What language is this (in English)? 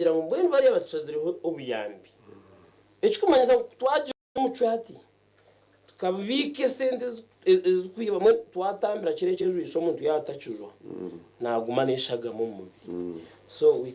Nyankole